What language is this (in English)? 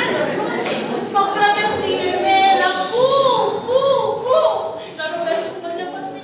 Sicilian